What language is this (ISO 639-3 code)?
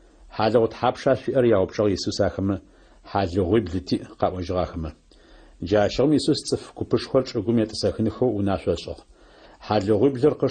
ady